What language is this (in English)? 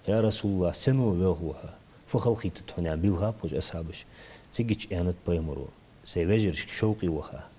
Ingush